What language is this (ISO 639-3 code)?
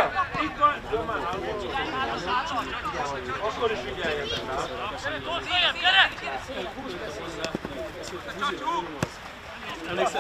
hun